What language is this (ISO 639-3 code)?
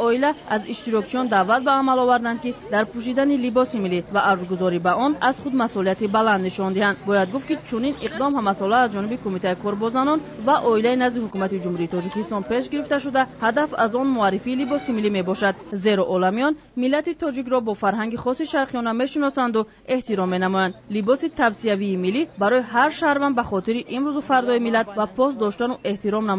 tgk